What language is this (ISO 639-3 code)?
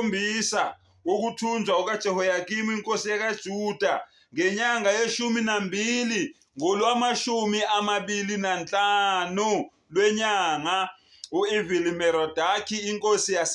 zul